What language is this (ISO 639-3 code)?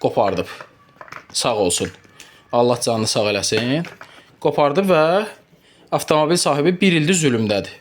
aze